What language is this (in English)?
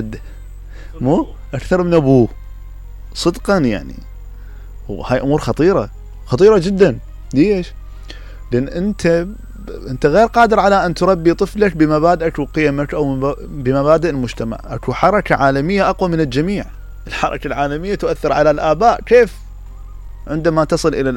Mesopotamian Arabic